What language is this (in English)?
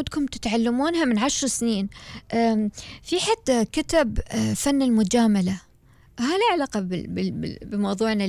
Gulf Arabic